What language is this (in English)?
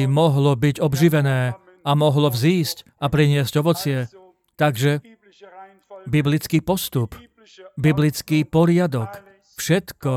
Slovak